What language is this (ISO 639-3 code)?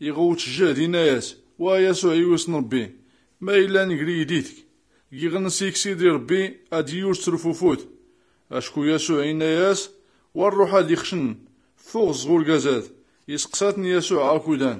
shi